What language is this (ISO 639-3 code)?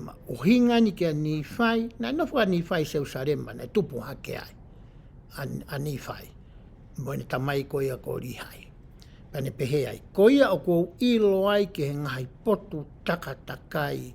ton